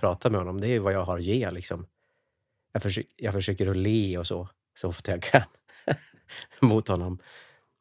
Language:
Swedish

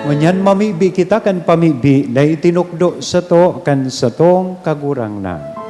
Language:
Bikol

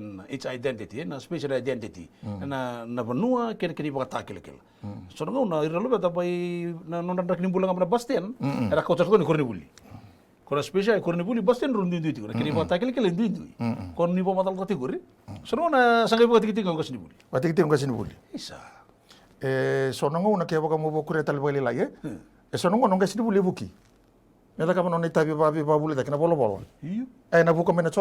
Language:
Fijian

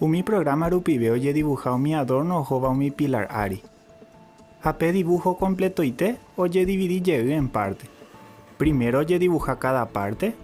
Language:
Guarani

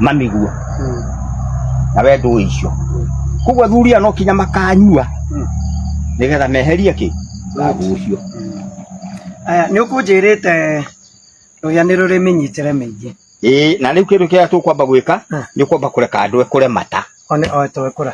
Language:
Kikuyu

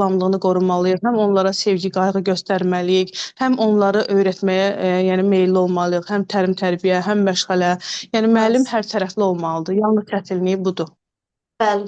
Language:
Azerbaijani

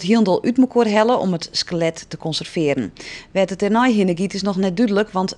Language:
Western Frisian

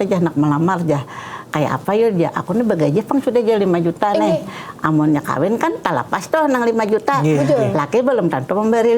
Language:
Banjar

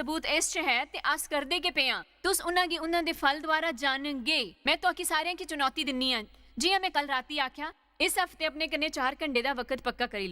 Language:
Dogri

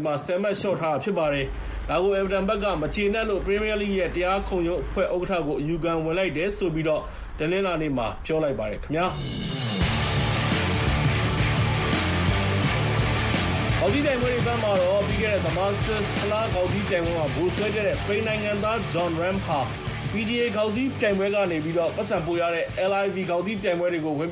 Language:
Burmese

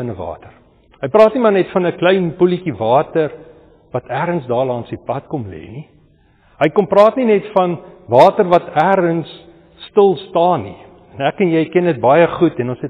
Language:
Afrikaans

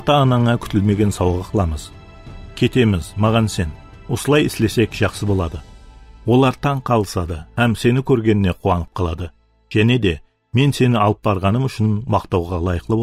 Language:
Kara-Kalpak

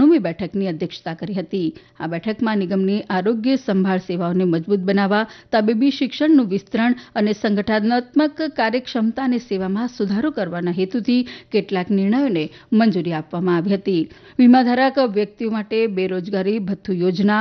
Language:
Gujarati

